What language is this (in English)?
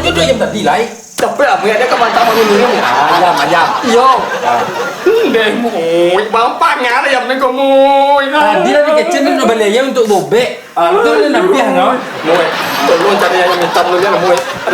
Minangkabau